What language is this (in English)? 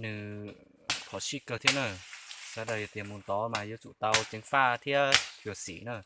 Hmong